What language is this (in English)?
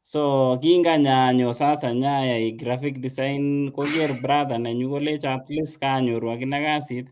Kalenjin